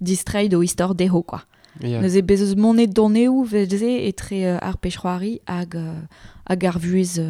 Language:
Breton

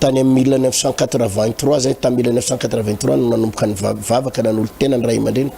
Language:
Malagasy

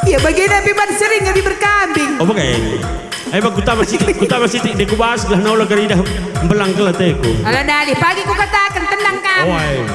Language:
Batak Karo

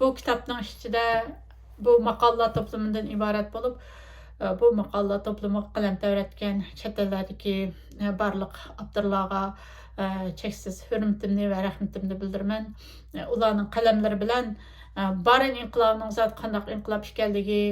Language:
Uyghur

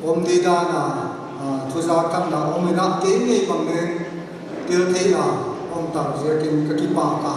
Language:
Paite Chin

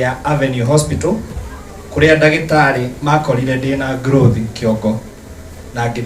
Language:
Kikuyu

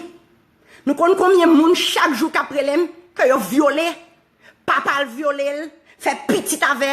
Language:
Haitian Creole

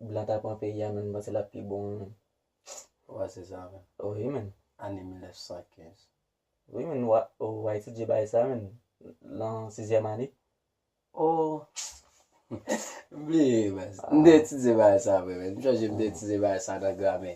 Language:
Haitian Creole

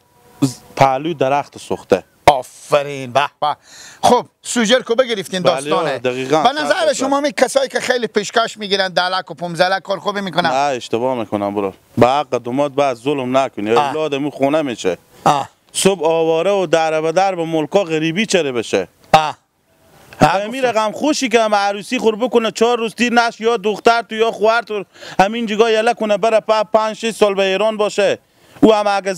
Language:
Persian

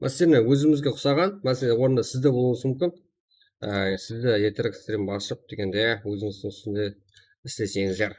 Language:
Kara-Kalpak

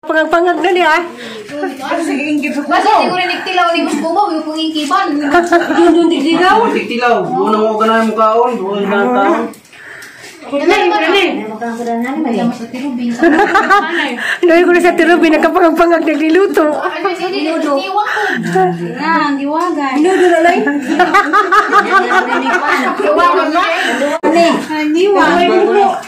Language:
Filipino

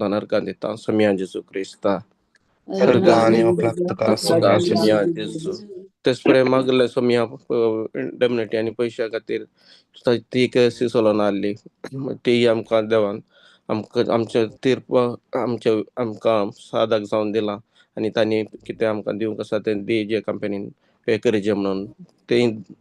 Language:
Konkani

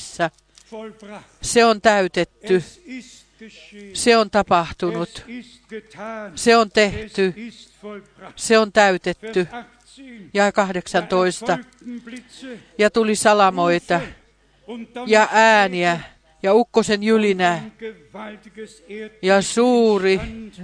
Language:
Finnish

